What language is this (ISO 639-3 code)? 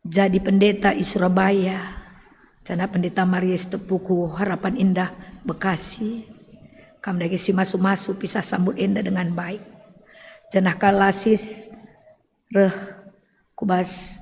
btx